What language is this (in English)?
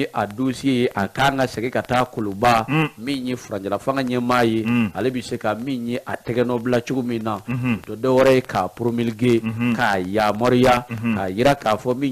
Bambara